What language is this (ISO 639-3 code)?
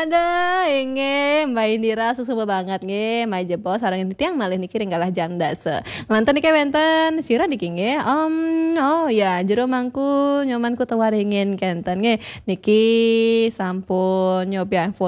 ban